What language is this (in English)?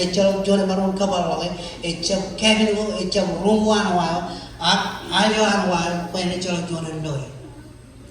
Marshallese